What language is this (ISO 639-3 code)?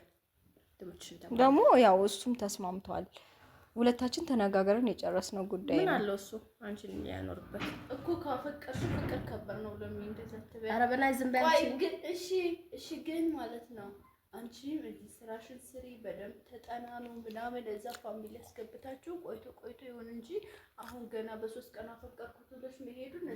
amh